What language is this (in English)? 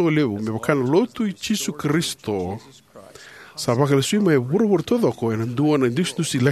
Fijian